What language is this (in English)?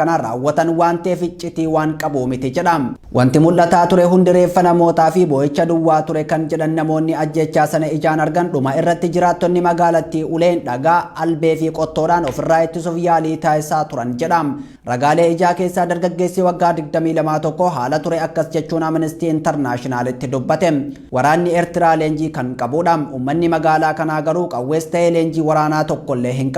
Oromo